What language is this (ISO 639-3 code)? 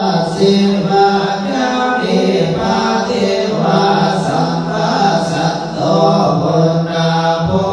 pli